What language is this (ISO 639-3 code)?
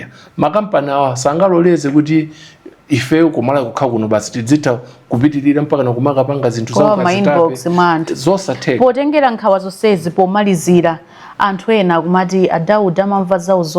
nya